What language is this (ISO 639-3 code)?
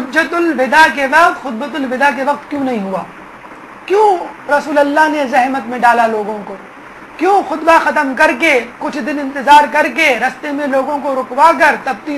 urd